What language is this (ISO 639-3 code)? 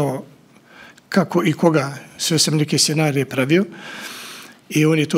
bos